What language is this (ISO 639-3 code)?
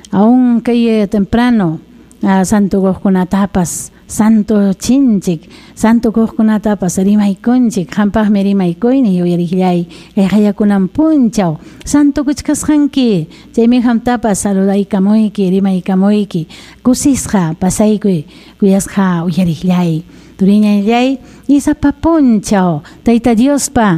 quy